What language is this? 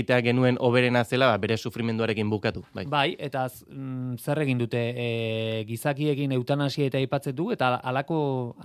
Basque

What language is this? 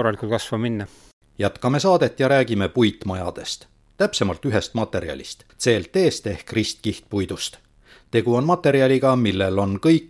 Estonian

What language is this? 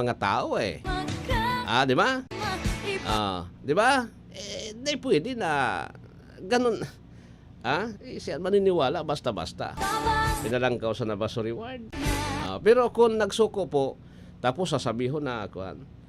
Bikol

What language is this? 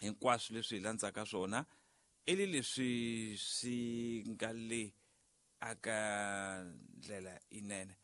Tsonga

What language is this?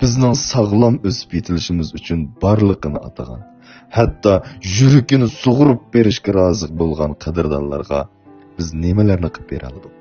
Uyghur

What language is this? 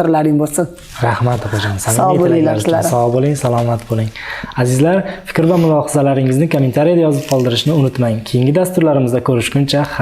Uzbek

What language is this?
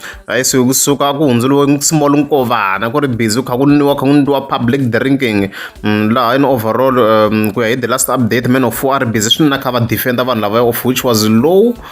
Tsonga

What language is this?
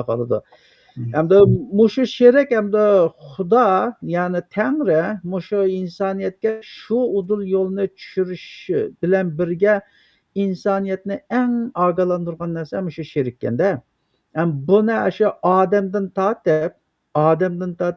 Uyghur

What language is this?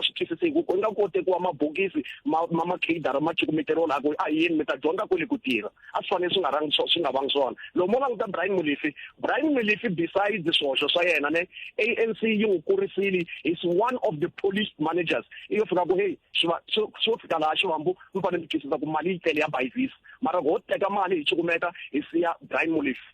Tsonga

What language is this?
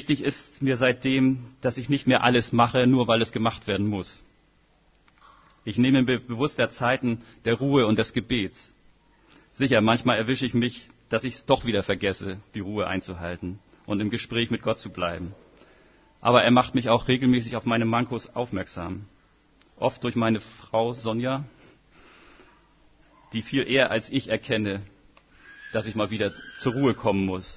German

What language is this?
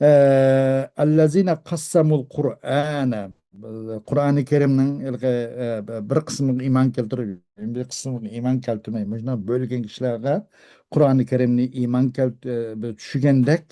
Uyghur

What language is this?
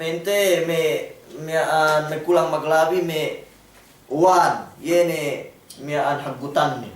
Yakan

